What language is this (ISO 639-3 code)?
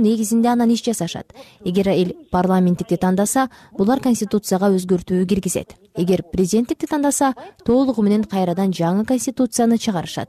kir